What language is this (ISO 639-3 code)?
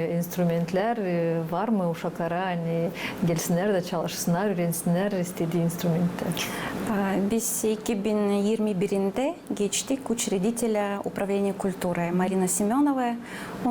gag